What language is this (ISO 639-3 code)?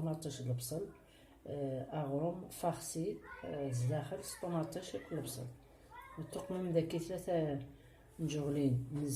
kab